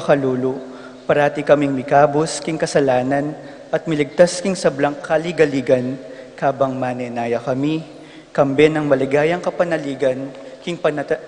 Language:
Pampanga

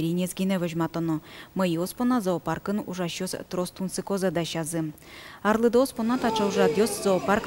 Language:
Udmurt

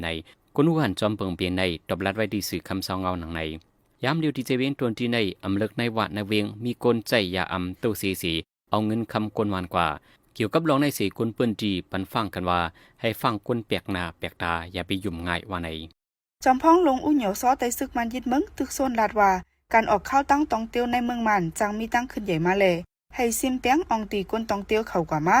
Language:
Shan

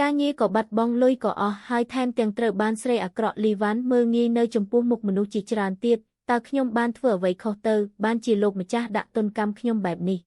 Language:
Khmer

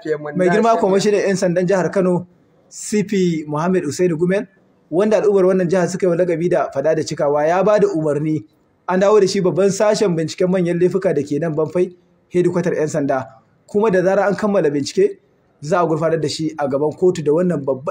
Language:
Hausa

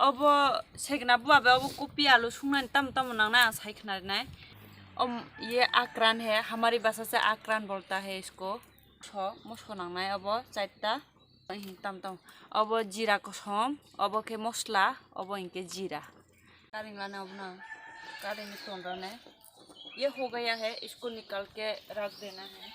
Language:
Kok Borok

